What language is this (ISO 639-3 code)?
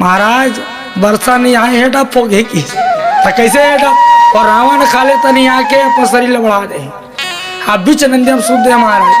hne